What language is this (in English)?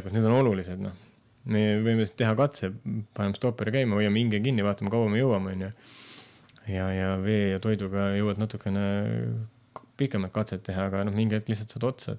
Estonian